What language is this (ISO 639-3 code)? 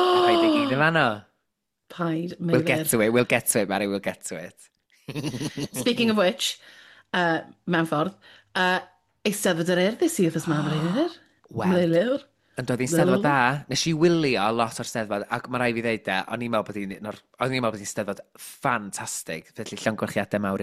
cym